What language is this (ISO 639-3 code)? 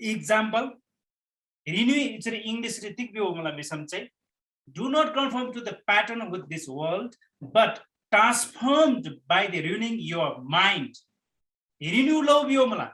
taj